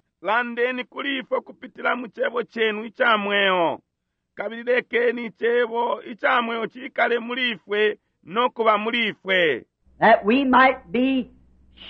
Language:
Bemba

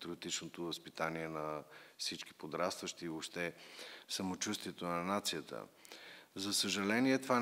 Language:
Bulgarian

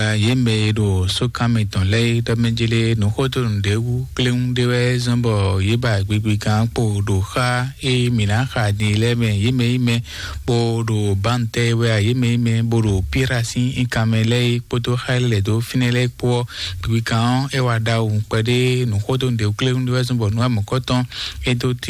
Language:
Fon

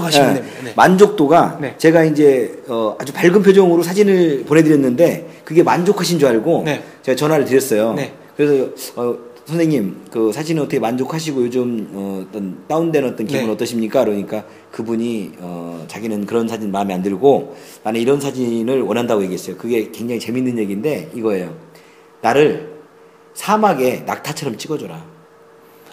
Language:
Korean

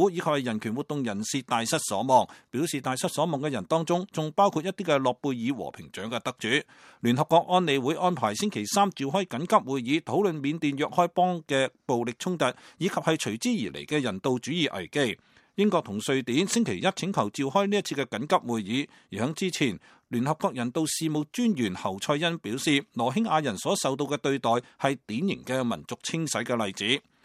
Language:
Cantonese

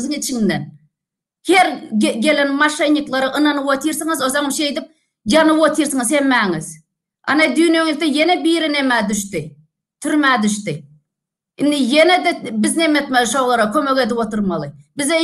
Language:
Turkmen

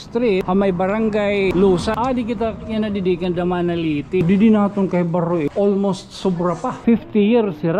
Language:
Waray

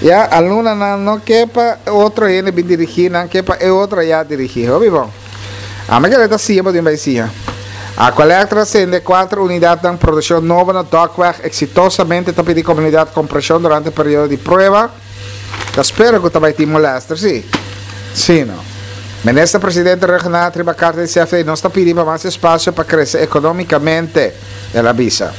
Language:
Papiamento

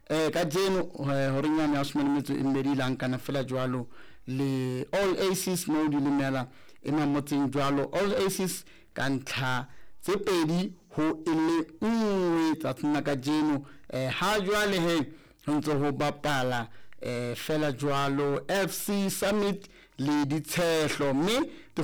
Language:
Southern Sotho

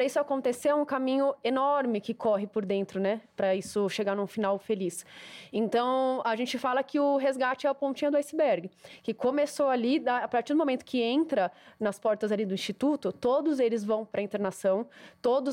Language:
Portuguese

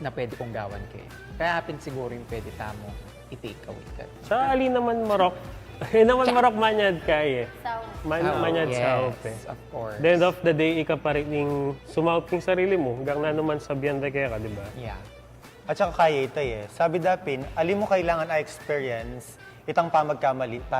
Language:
Pampanga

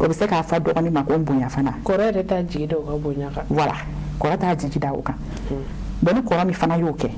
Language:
Bambara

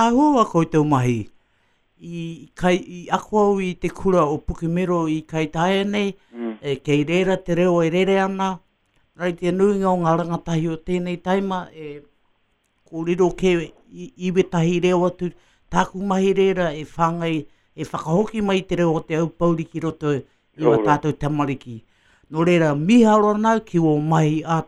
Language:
Māori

